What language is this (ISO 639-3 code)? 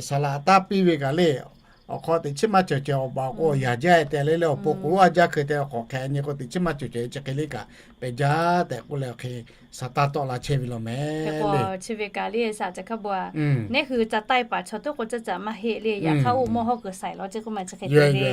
lhu